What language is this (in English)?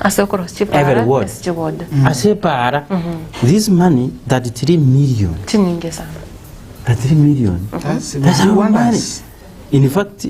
Gusii